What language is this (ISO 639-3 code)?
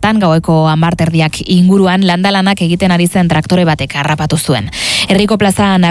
eus